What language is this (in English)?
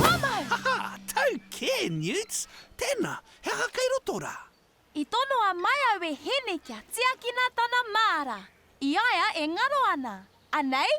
Māori